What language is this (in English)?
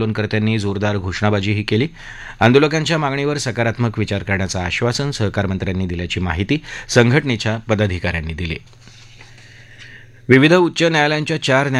Marathi